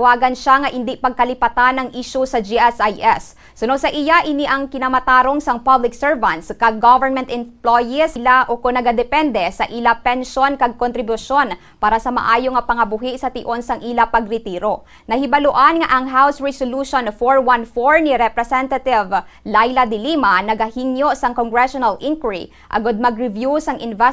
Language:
Hiligaynon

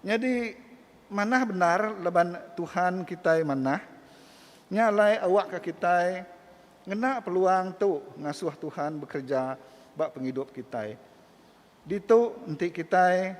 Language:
Iban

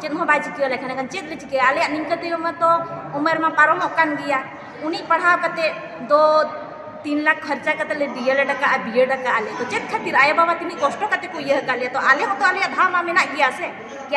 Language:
Santali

